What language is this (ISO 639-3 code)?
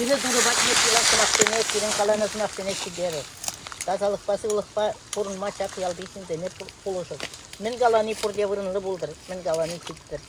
chv